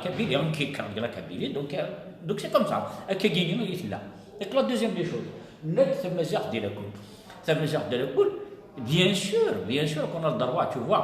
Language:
Kabyle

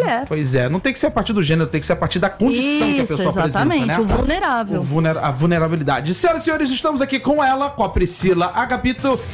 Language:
Portuguese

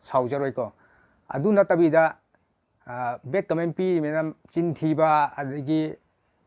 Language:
Manipuri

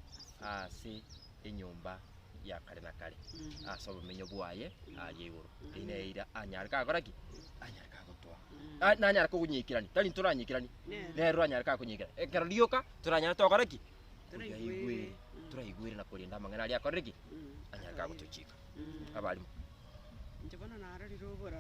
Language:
Gusii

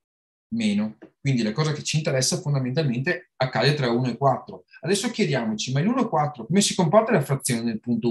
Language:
Italian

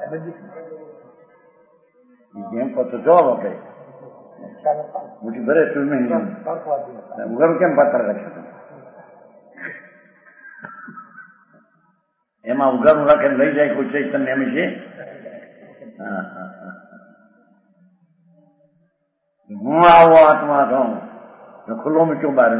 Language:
Gujarati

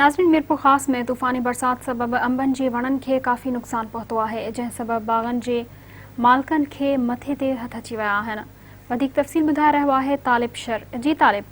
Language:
Sindhi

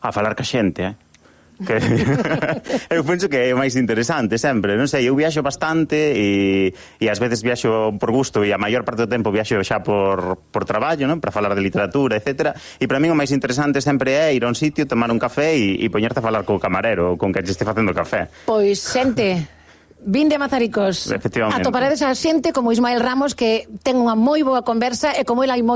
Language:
Galician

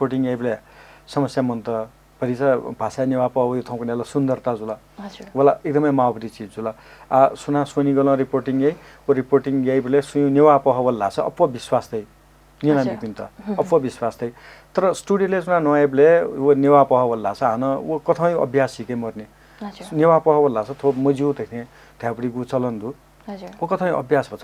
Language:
Newari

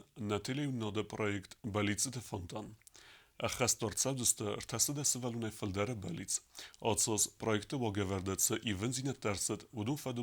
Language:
Ossetic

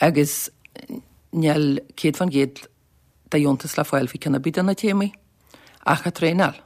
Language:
Irish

